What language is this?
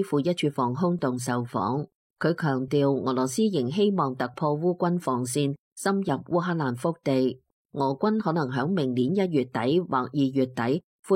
Cantonese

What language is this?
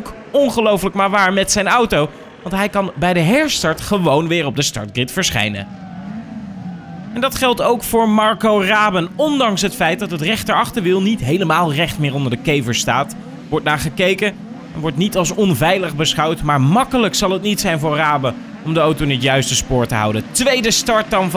Dutch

